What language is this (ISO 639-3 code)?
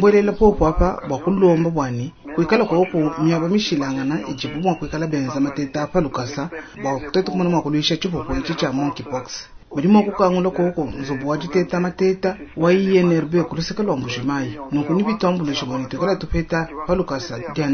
lua